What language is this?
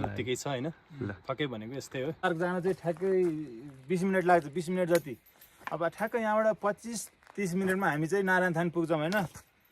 Nepali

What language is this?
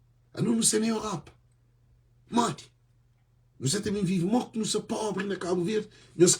Kabuverdianu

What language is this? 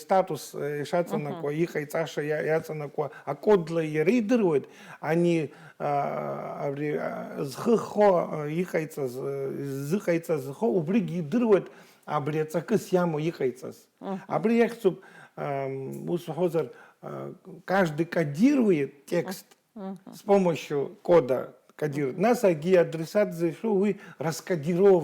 Abkhazian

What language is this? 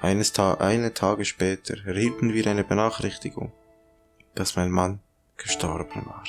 Swiss German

